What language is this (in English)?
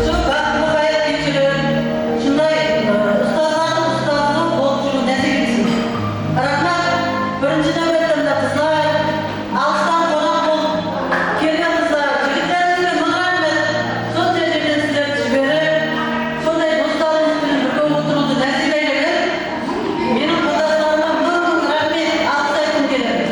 Kara-Kalpak